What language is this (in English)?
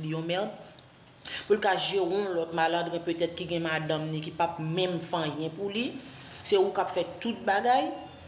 Haitian Creole